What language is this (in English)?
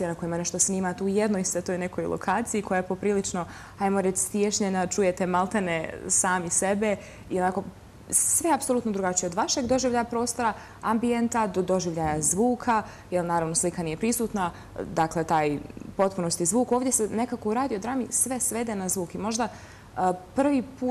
Bosnian